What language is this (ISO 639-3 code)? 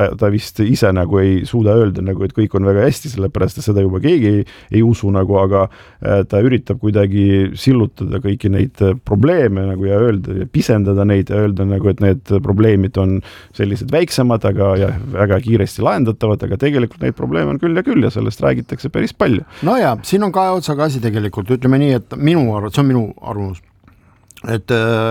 est